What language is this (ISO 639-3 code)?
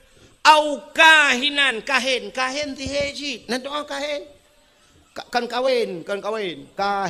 ace